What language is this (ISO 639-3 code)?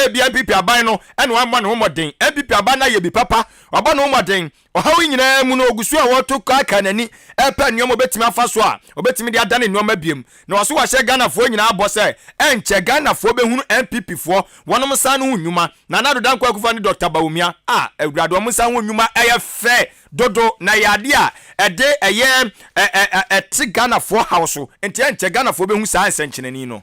aka